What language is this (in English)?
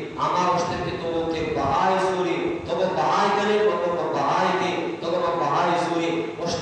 Eastern Balochi